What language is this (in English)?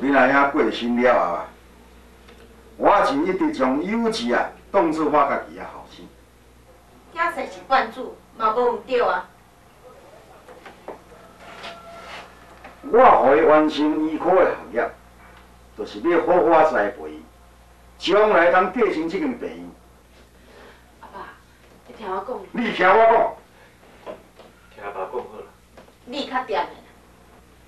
Min Nan Chinese